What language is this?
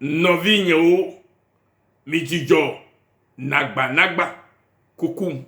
Ewe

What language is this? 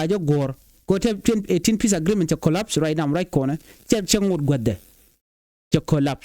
Nuer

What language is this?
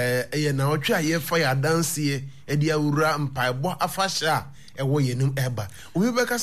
Akan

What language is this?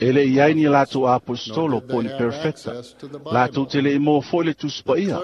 Samoan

